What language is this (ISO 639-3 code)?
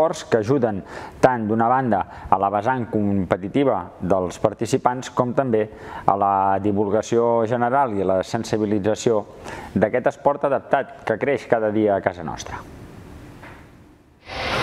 cat